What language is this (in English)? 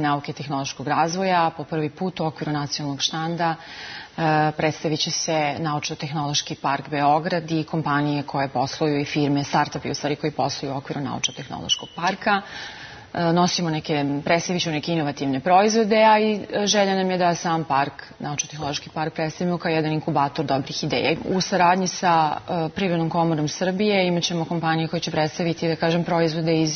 Serbian